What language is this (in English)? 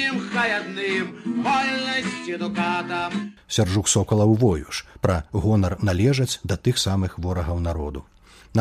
Belarusian